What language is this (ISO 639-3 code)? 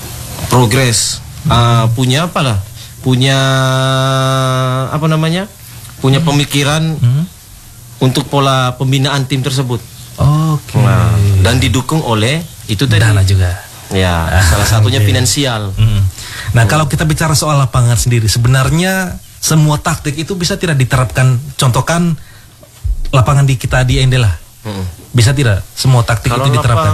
ind